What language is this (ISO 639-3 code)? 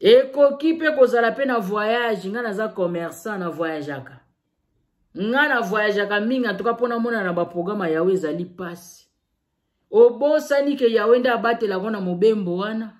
lin